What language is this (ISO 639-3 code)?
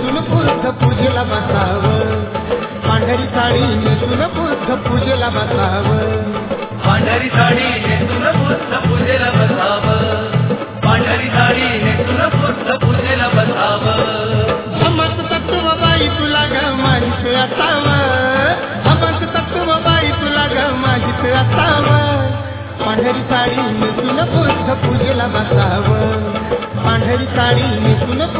mar